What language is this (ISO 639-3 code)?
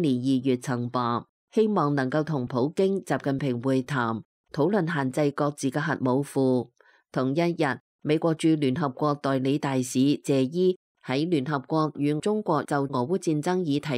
yue